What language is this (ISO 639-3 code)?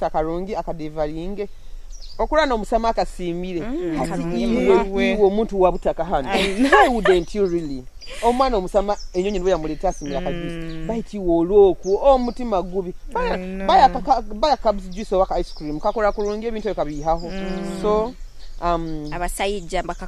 nyo